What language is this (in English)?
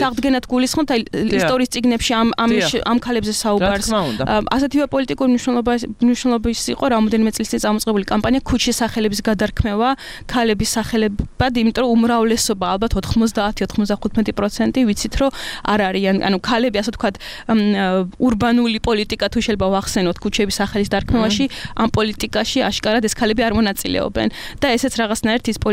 Georgian